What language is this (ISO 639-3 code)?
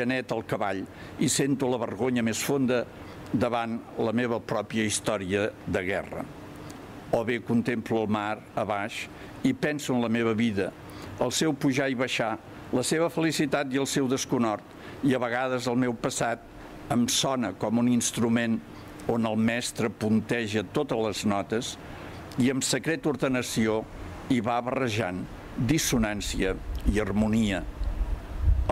cat